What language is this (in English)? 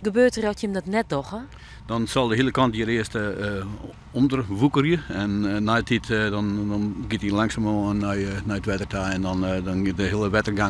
Western Frisian